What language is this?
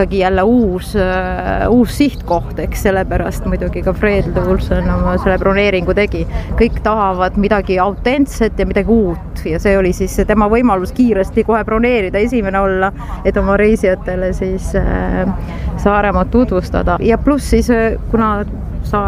Estonian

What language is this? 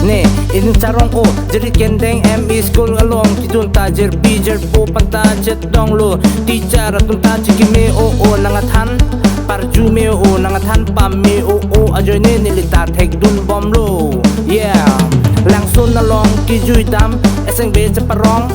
Karbi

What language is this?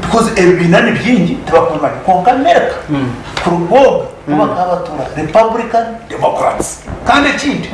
Nyankole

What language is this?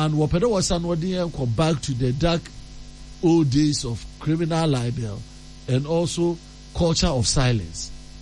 Akan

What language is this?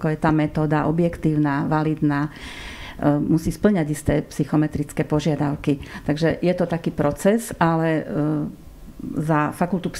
Slovak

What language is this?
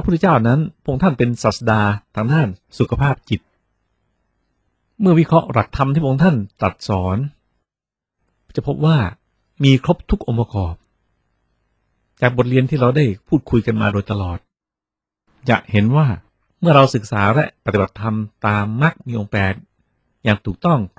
Thai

